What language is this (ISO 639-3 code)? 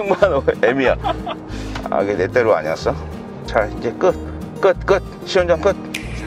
kor